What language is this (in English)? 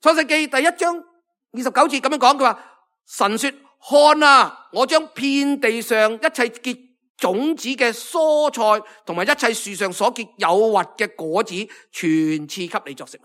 Cantonese